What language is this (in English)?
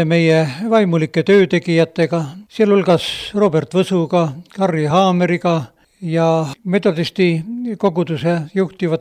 Estonian